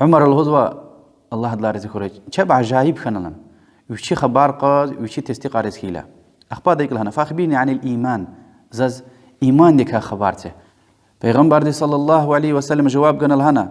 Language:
Lezghian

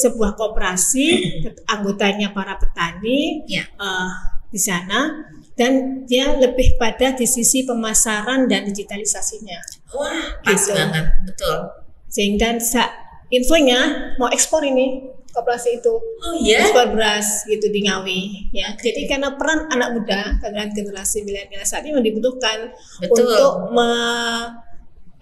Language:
Indonesian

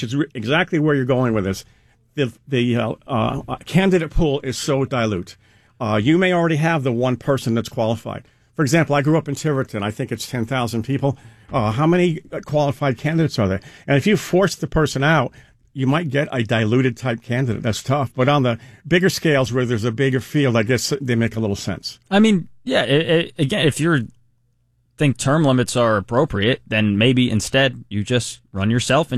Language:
English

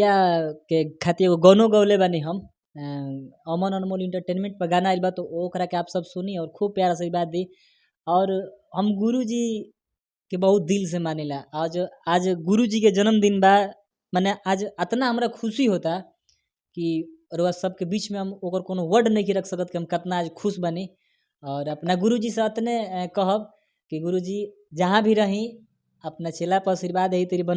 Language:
Bhojpuri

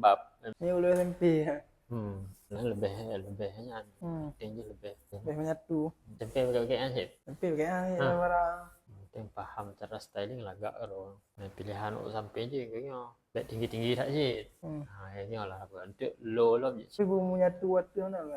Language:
Achinese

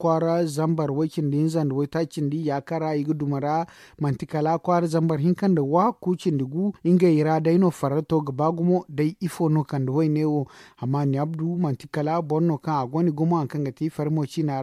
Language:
Zarma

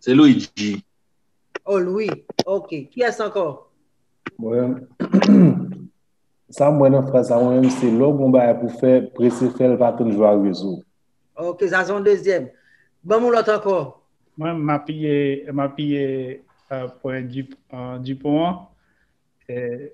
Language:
Haitian Creole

